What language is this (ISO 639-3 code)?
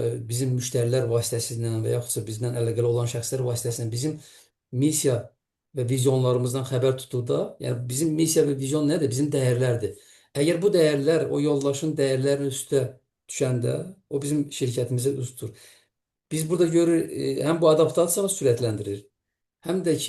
aze